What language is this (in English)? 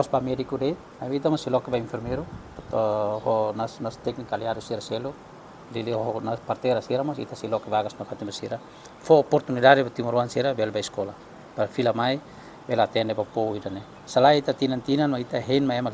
Tetum